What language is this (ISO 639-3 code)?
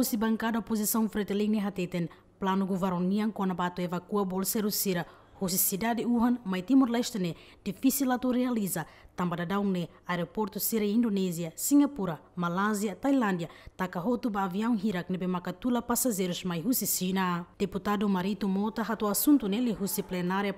tet